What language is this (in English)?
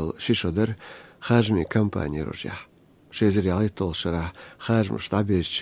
Chechen